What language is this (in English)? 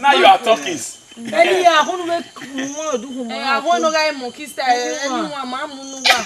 Bini